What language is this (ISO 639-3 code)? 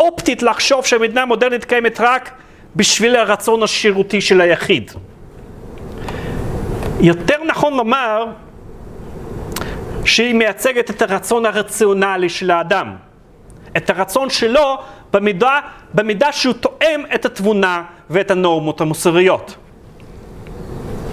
heb